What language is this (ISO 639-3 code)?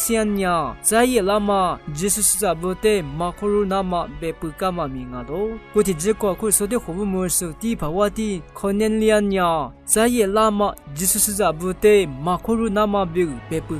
lis